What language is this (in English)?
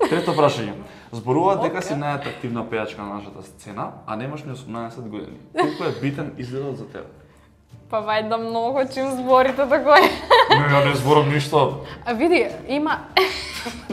Macedonian